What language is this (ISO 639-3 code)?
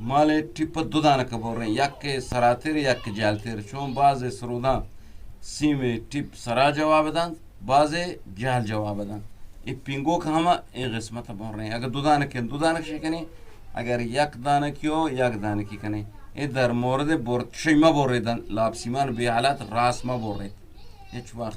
bgp